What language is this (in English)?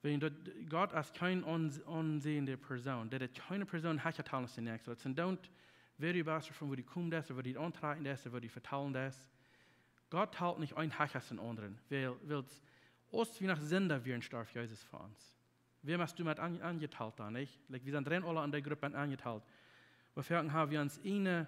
Plautdietsch